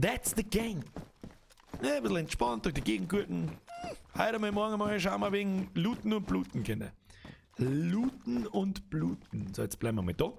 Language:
Bavarian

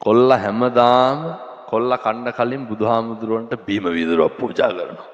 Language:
Sinhala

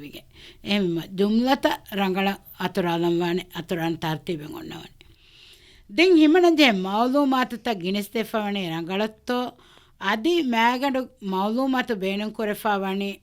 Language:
Divehi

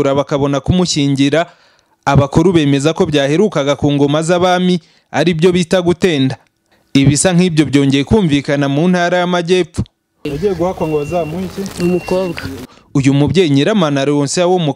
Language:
Kinyarwanda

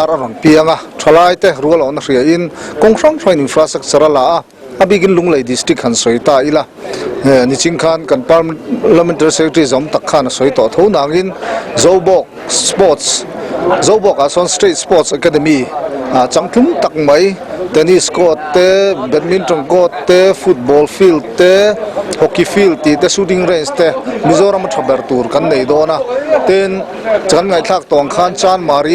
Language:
Mizo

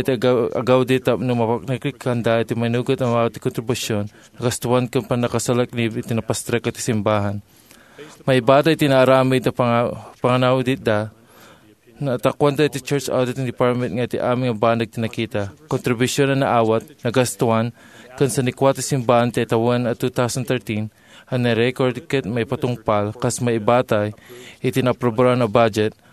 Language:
Iloko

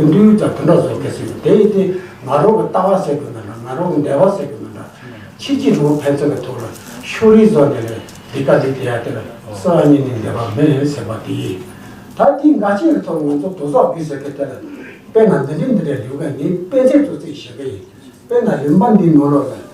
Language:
Tibetan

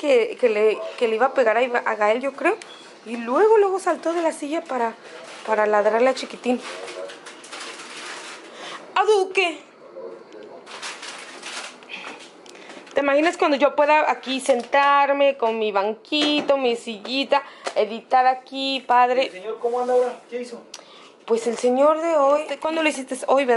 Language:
Spanish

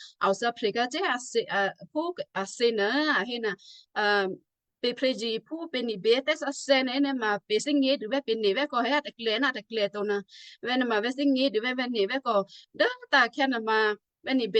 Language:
Western Kayah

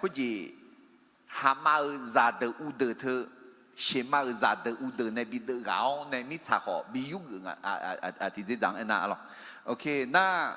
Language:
Akha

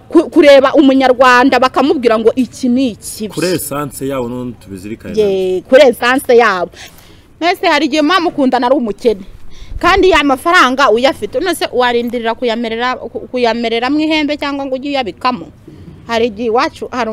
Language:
Kinyarwanda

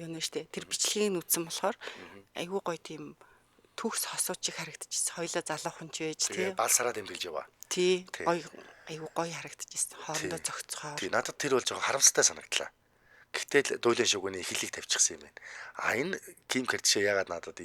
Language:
Mongolian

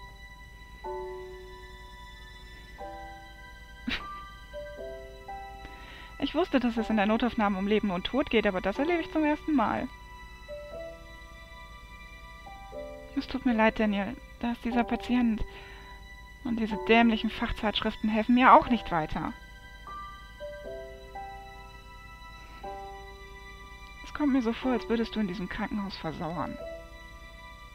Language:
German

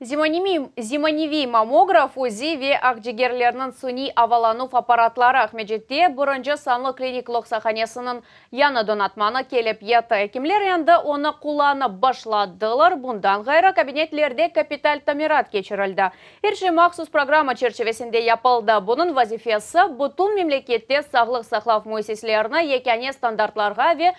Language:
Crimean Tatar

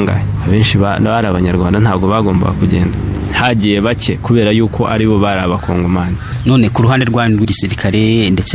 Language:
Kinyarwanda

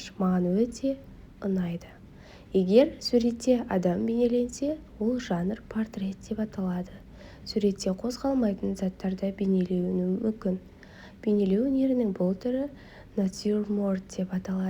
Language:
Kazakh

